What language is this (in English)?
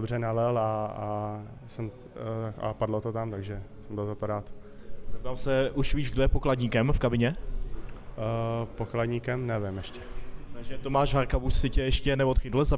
Czech